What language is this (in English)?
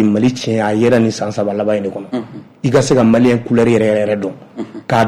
Bambara